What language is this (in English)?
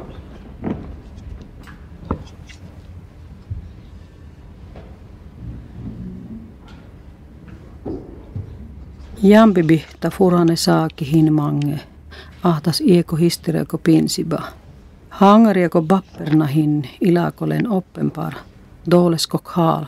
Finnish